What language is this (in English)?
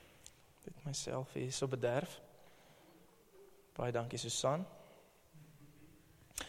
Afrikaans